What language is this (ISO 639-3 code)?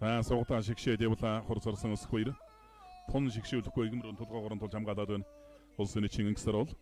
mon